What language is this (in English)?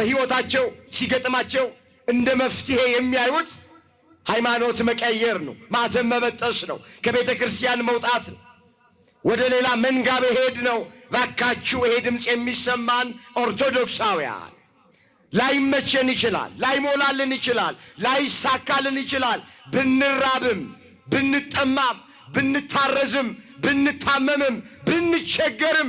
Amharic